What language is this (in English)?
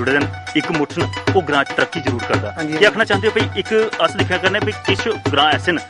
Dogri